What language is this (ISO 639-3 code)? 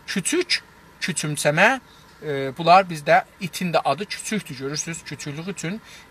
azb